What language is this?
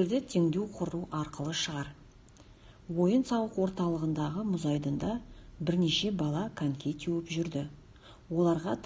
Kazakh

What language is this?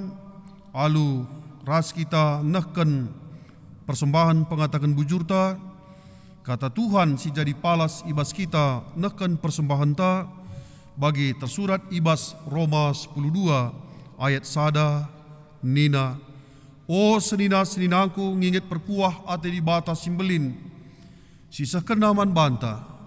Batak Karo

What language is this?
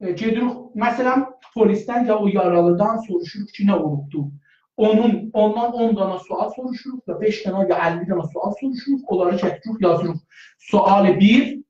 South Azerbaijani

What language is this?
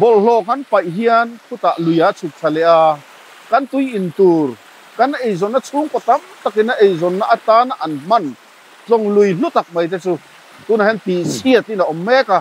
Mizo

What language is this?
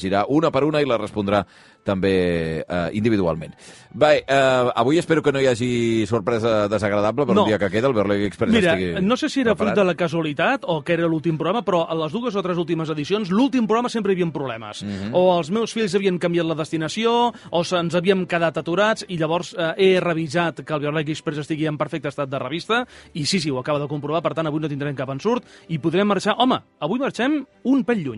Catalan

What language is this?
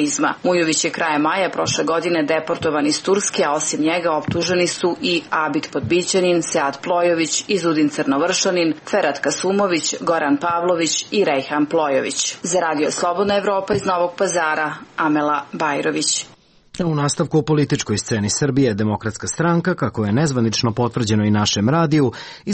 Serbian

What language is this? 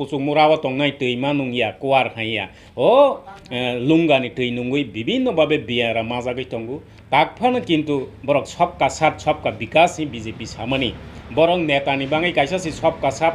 Kok Borok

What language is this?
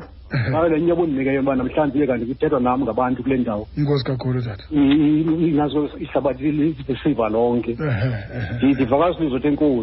Xhosa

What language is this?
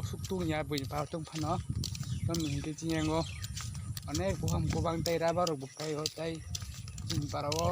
Kok Borok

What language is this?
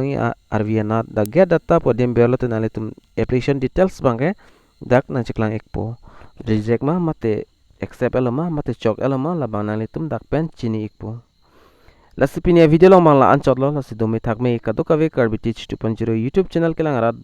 Karbi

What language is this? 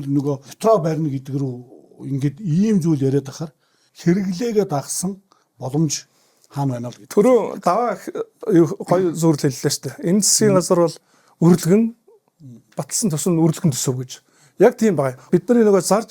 Mongolian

